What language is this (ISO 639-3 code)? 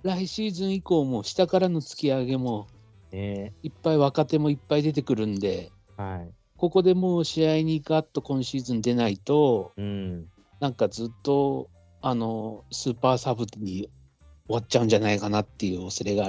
jpn